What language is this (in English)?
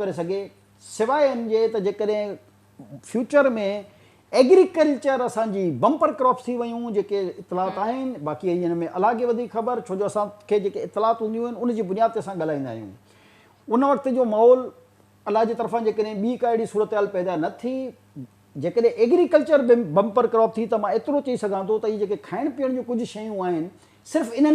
Sindhi